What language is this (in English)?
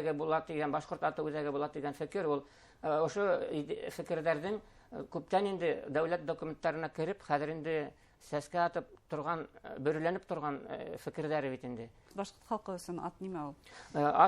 Bashkir